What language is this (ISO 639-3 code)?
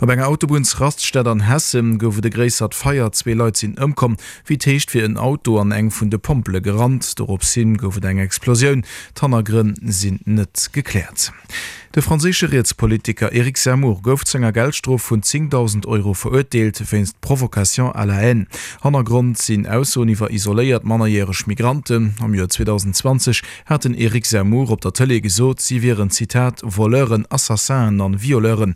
ltz